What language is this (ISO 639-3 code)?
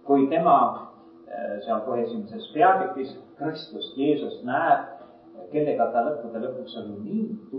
est